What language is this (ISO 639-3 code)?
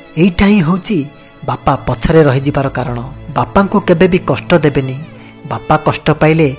ori